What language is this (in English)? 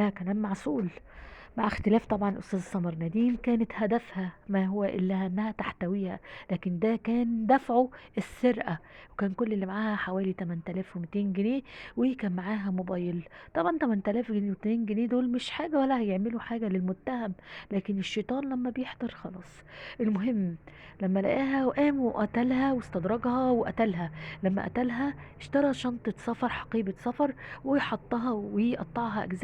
Egyptian Arabic